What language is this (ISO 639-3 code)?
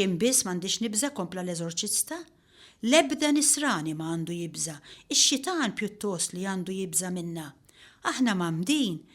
mlt